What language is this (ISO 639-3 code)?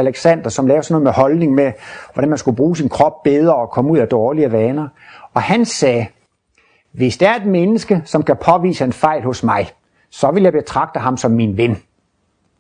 dan